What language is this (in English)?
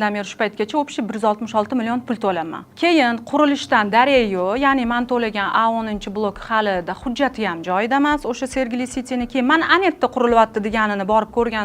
Uzbek